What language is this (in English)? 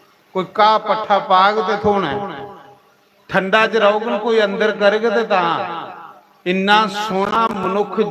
Dogri